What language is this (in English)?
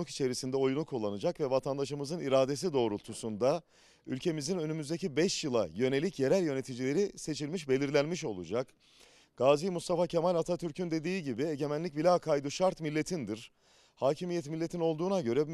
Turkish